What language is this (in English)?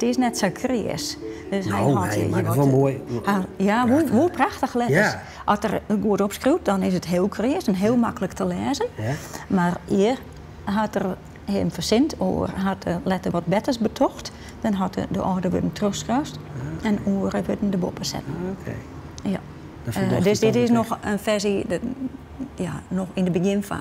Western Frisian